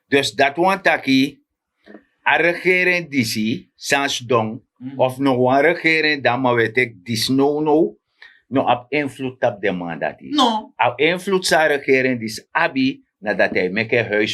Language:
Sranan Tongo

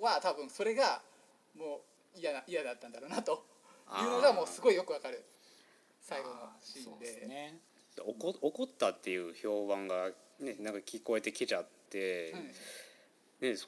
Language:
Japanese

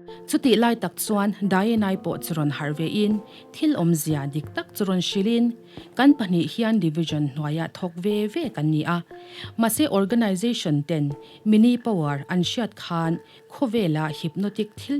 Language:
Mizo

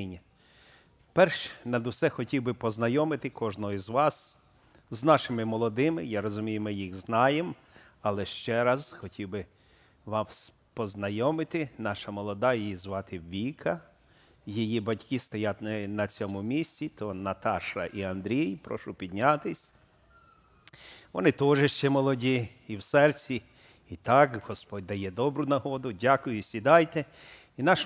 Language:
Ukrainian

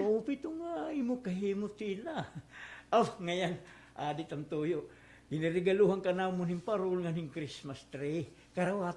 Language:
Waray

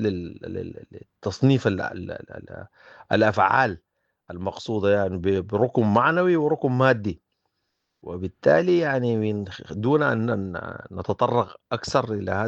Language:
Sudanese Arabic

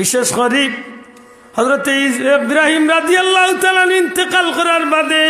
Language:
Sylheti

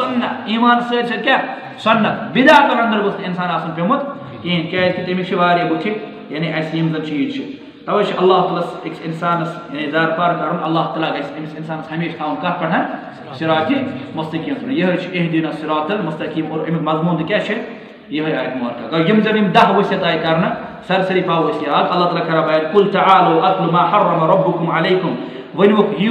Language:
Kashmiri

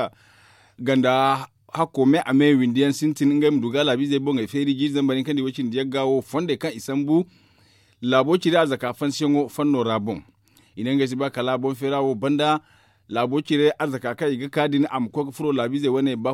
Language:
Zarma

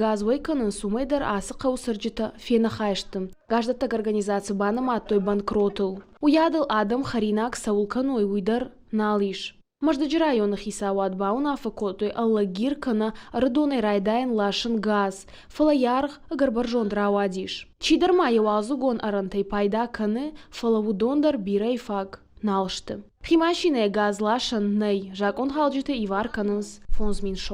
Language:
Ossetic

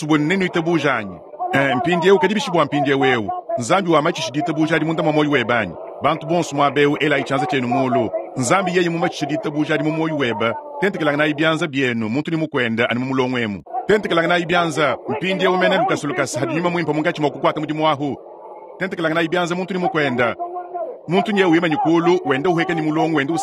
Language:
Luba-Lulua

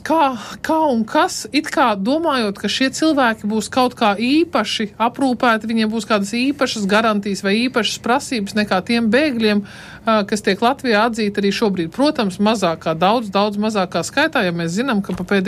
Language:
Latvian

